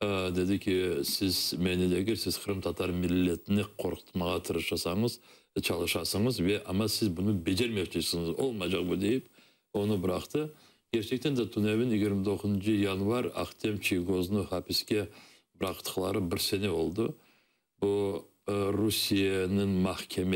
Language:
Crimean Tatar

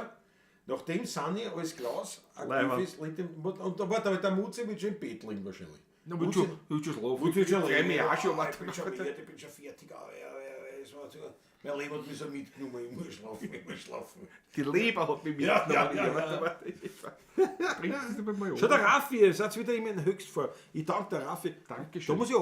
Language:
Bavarian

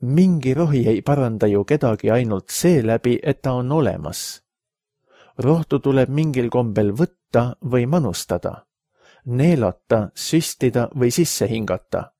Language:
Estonian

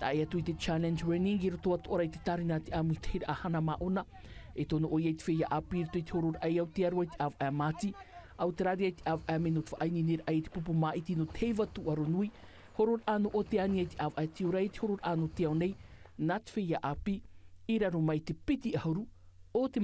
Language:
Tahitian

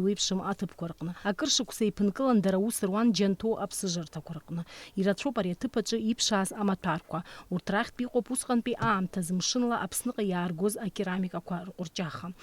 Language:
Abkhazian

